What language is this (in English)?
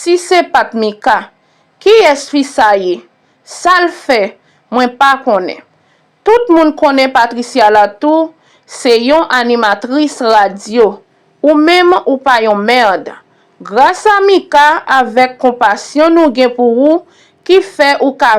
Haitian Creole